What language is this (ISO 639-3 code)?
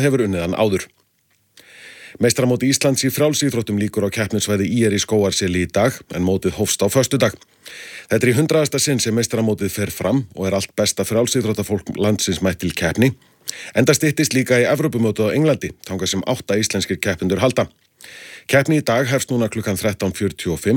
isl